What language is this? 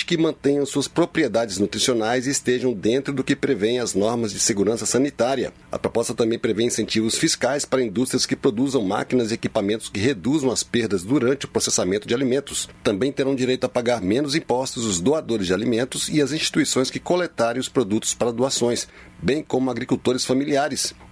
Portuguese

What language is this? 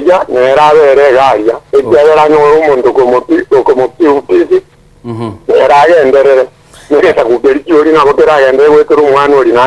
Gusii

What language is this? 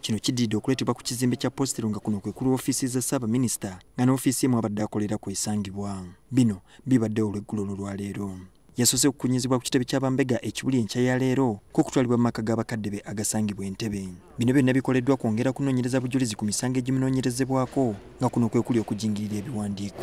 Ganda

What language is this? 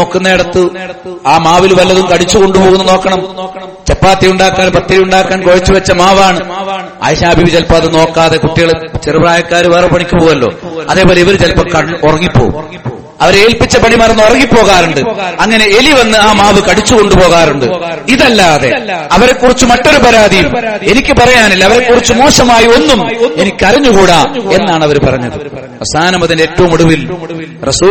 Malayalam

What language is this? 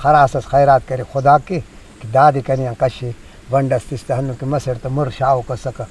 Brahui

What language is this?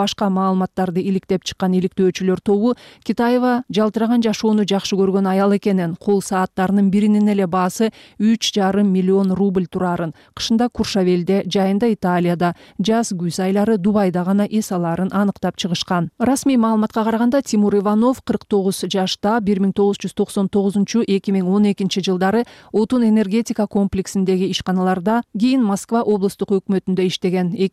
Kyrgyz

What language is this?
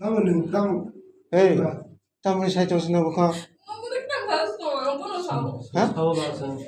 Kok Borok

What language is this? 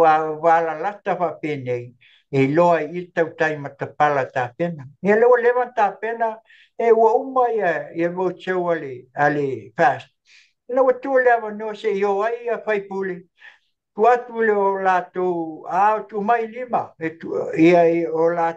Samoan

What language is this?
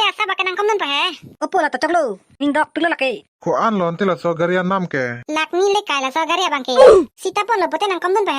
Karbi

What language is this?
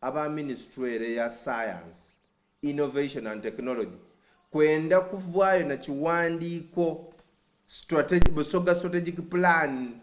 Soga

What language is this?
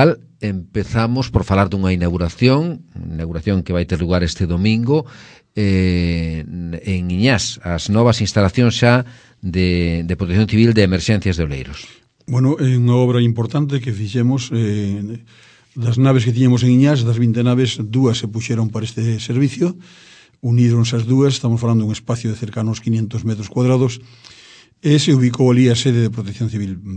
Galician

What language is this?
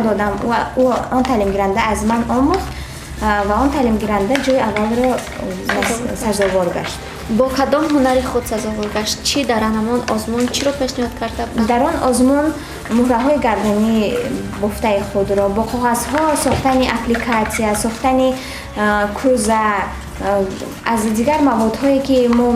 Tajik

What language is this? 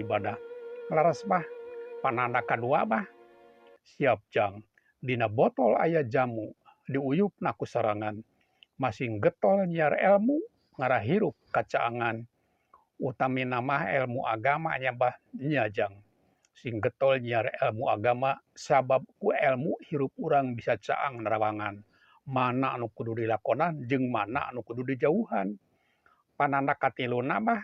Sundanese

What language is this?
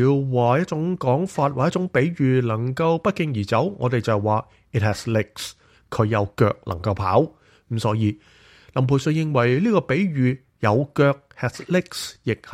Cantonese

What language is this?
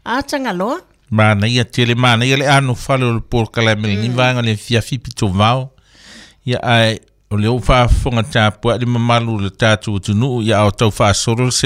Samoan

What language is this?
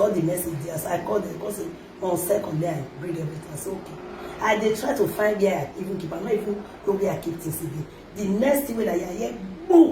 Nigerian Pidgin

